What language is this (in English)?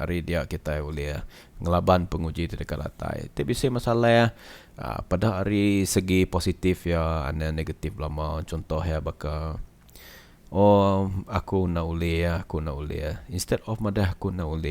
Iban